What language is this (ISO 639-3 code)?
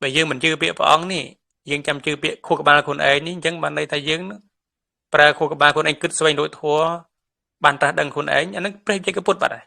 khm